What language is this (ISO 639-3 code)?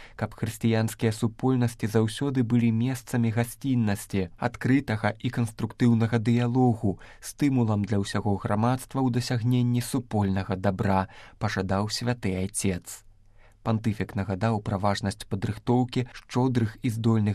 bel